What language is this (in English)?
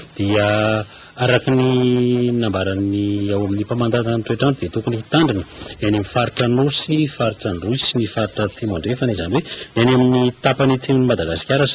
Malagasy